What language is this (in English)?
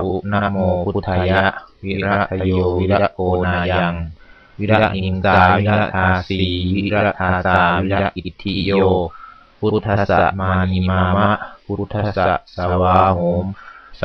Pali